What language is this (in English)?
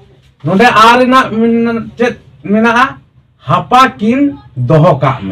Santali